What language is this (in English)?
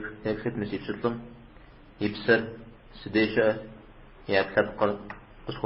Kabardian